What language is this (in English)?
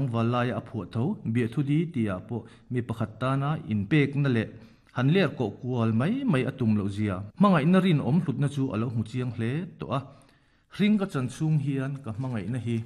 Mizo